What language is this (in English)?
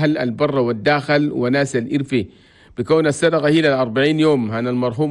Chadian Arabic